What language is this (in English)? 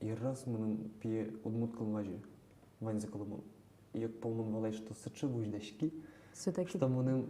Udmurt